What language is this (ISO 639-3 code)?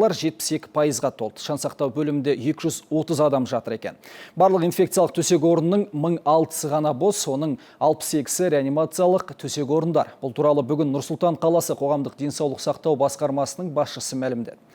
kaz